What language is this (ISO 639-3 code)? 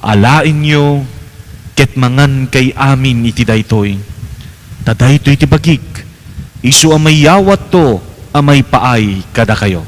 ilo